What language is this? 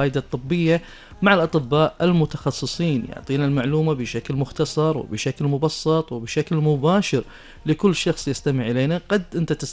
Gulf Arabic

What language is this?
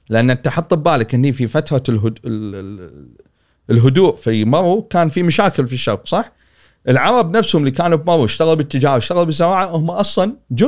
Gulf Arabic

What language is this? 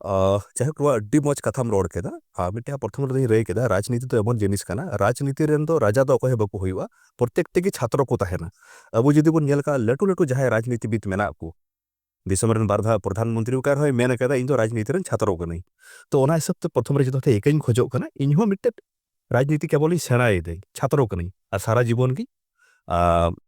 Santali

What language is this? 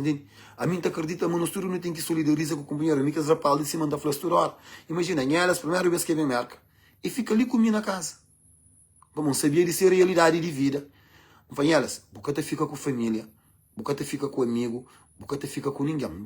Kabuverdianu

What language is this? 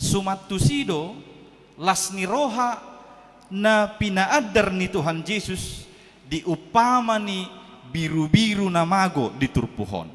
Batak Toba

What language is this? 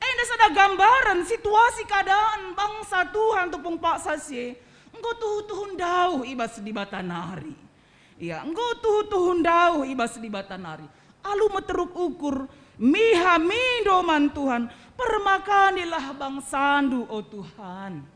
Batak Karo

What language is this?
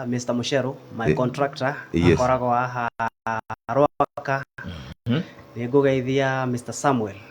Kikuyu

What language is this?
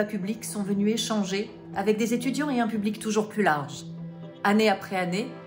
French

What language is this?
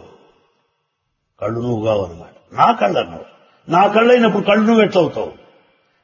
Telugu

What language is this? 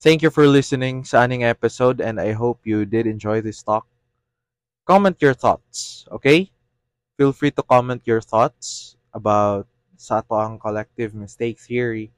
Cebuano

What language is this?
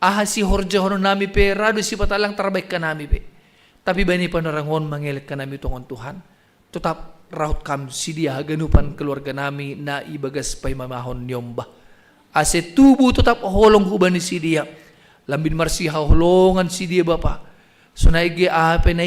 Batak Simalungun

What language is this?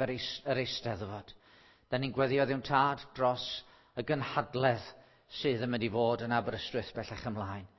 Welsh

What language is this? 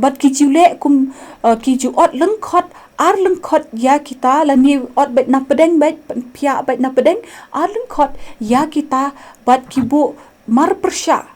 Khasi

